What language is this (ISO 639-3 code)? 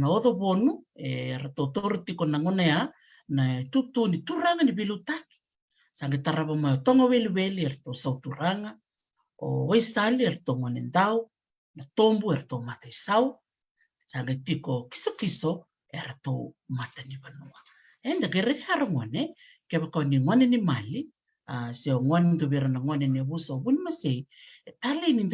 fij